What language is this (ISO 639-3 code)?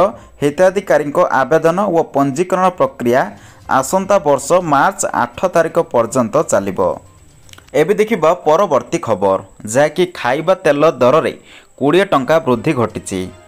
ori